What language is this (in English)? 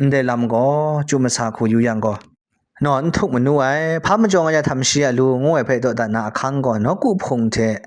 Kachin